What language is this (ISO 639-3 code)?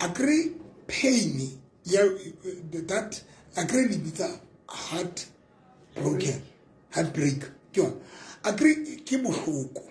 sot